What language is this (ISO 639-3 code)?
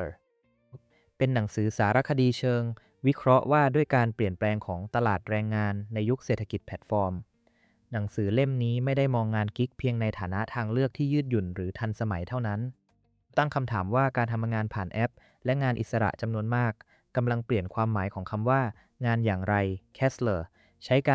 tha